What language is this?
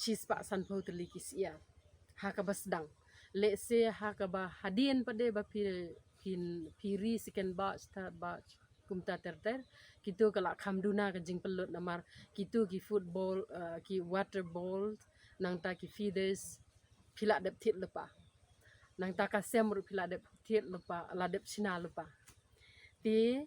Khasi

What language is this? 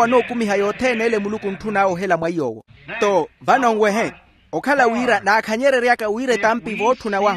Makhuwa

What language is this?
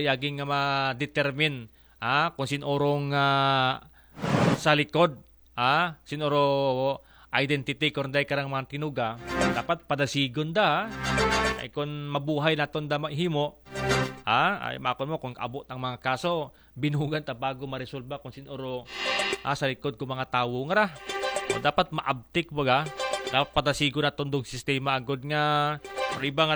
Aklanon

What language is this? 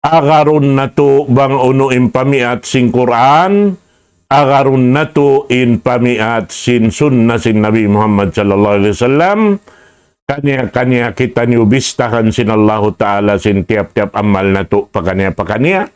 Tausug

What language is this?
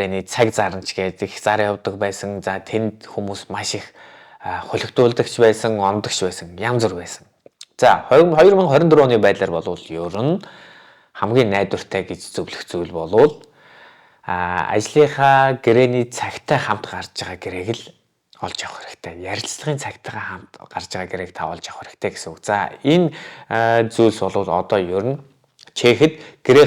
Mongolian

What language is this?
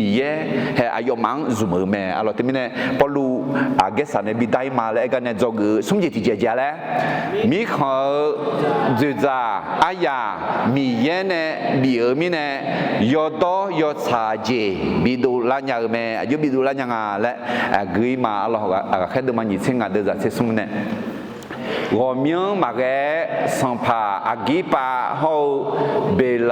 Akha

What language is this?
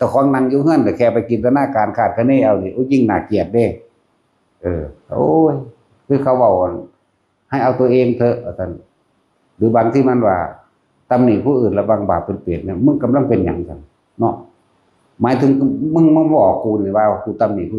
Northeastern Thai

